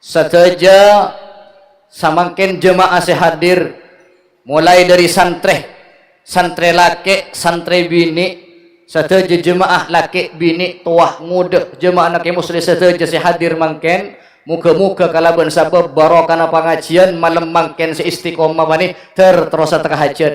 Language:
Madurese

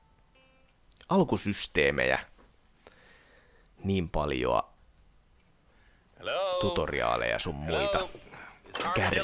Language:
Finnish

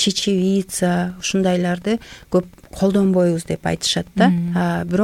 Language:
Kyrgyz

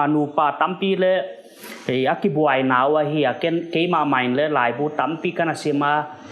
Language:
Paite Chin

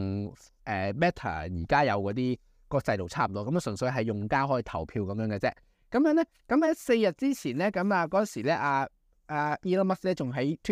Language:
Cantonese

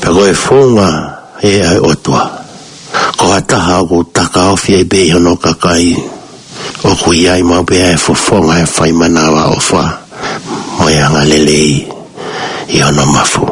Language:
Tongan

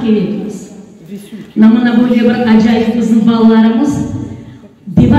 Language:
Crimean Tatar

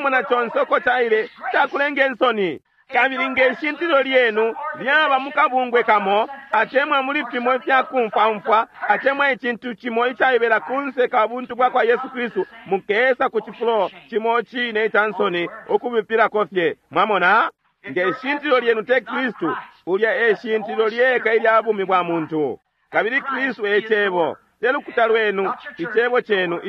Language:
Bemba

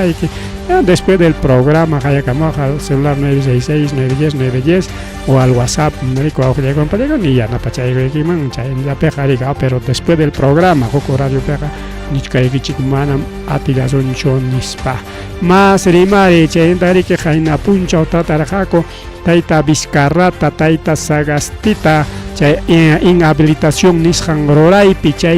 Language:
Ayacucho Quechua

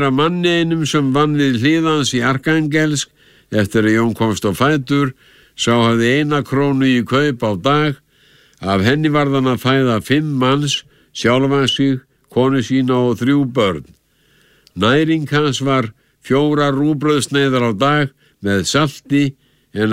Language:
Icelandic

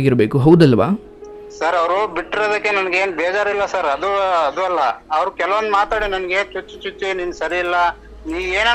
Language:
Kannada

